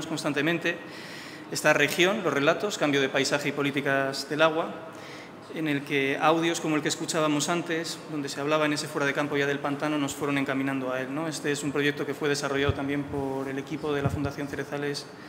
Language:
Spanish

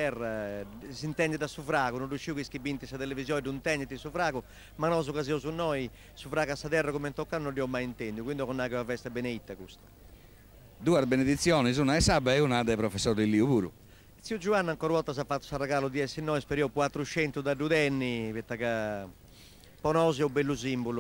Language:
Sardinian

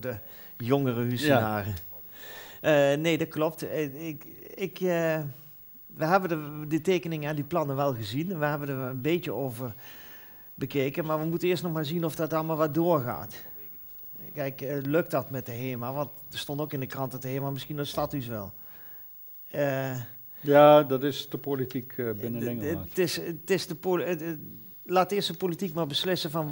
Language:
Dutch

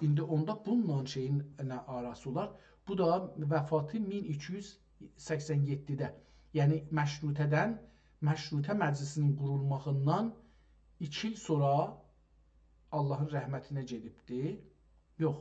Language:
South Azerbaijani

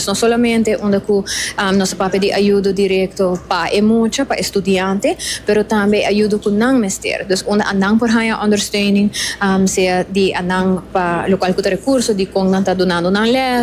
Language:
Papiamento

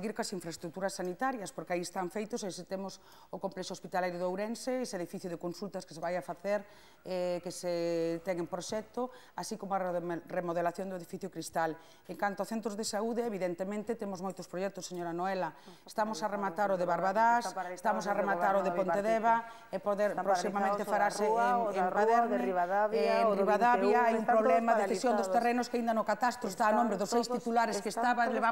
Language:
Galician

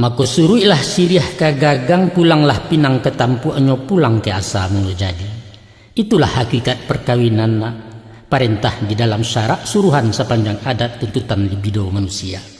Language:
Minangkabau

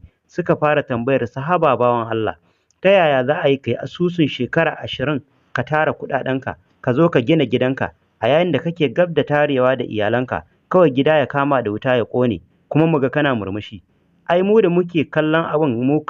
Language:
Hausa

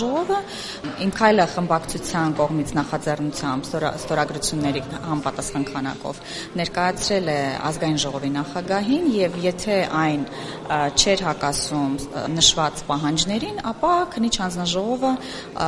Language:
Armenian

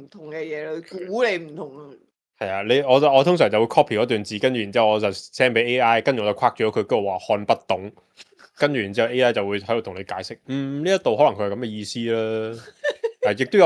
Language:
Cantonese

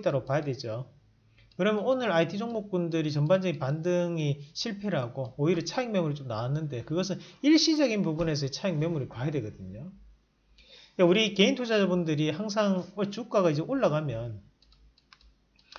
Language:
Korean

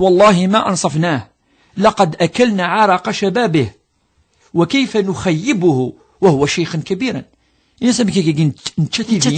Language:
Kabyle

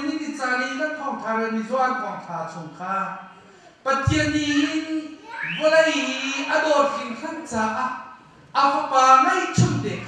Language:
Hakha Chin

